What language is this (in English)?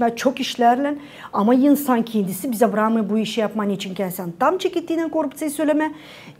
Gagauz